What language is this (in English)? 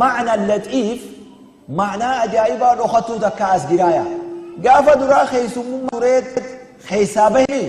Oromo